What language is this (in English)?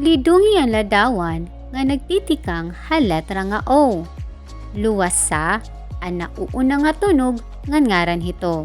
Waray